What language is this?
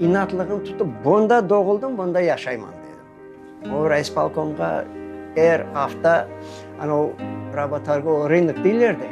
Crimean Tatar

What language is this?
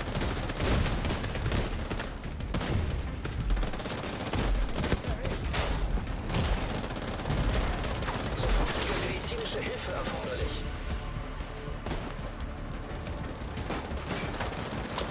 German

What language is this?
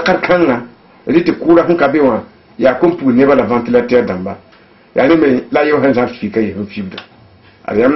Mossi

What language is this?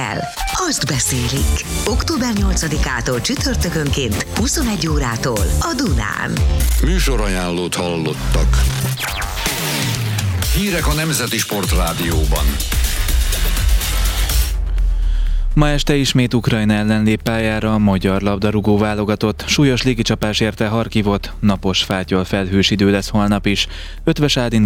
Hungarian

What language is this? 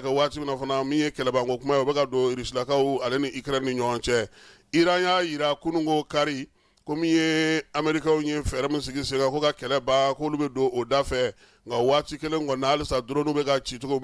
Bambara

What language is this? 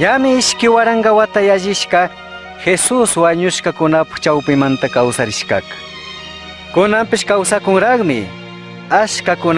Chimborazo Highland Quichua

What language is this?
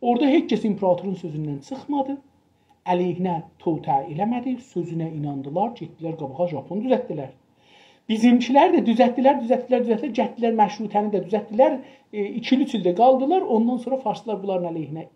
South Azerbaijani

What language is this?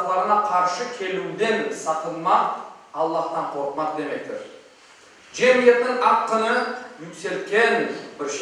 Crimean Tatar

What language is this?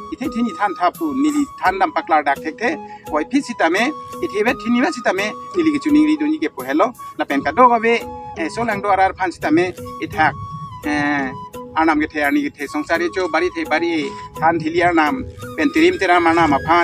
Karbi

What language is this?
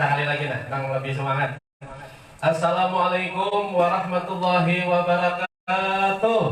Banjar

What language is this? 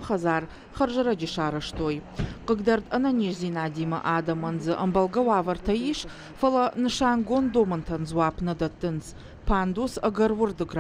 Ossetic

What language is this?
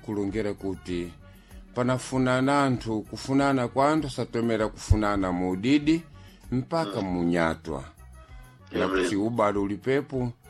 Sena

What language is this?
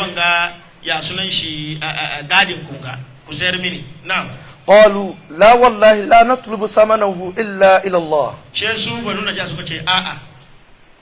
Hausa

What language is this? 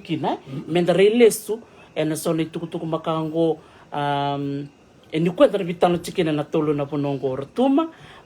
Fijian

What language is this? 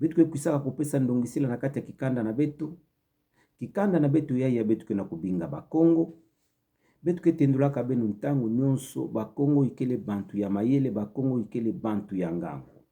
Kituba (Democratic Republic of Congo)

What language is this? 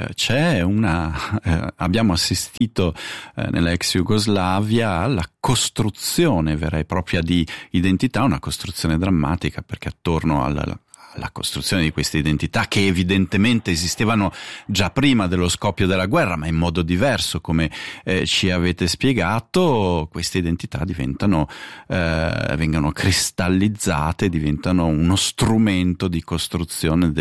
Italian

